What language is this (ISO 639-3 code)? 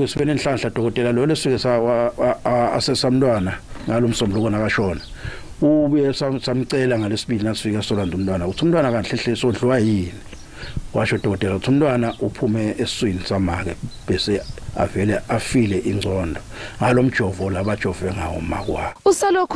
zul